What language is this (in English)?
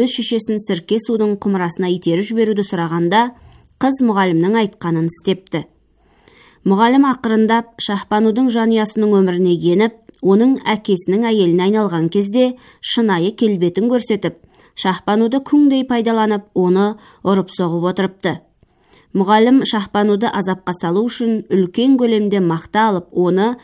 Kazakh